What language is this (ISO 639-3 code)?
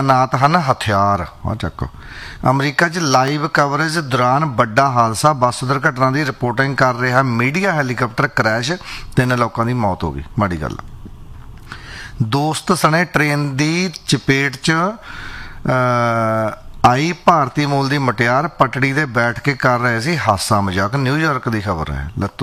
pan